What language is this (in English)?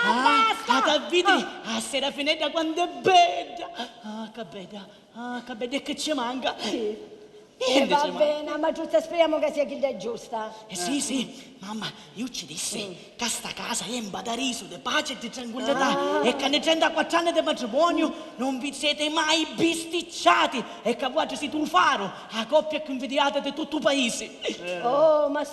Sicilian